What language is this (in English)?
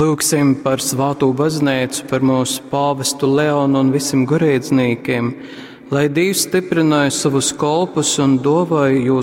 Latgalian